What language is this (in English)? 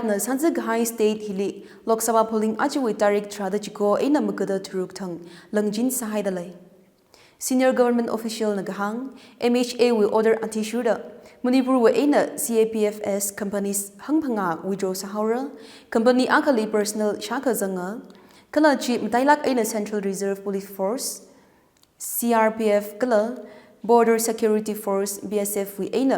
Tangkhul Naga (India)